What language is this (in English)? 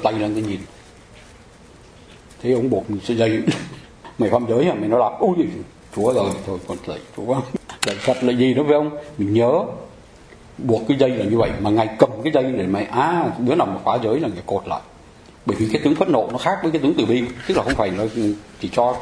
Vietnamese